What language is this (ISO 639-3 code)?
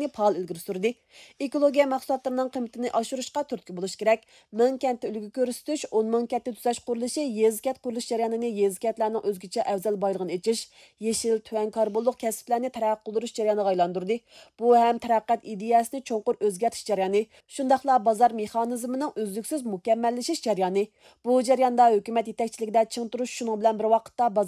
uig